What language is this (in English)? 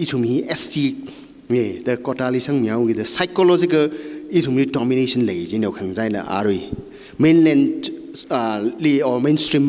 Tangkhul Naga (India)